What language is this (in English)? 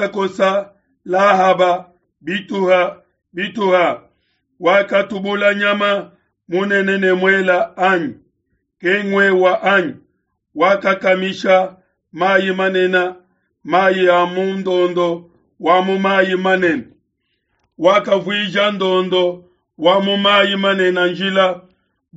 Luba-Lulua